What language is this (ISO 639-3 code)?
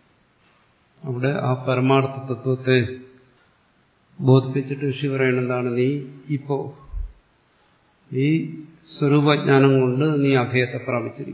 mal